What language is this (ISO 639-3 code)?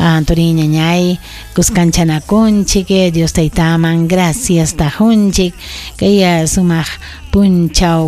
quy